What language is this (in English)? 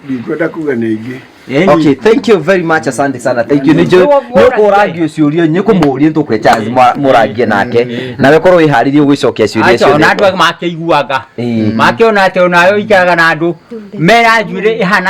Kikuyu